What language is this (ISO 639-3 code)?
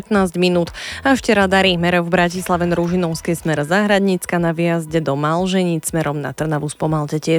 slk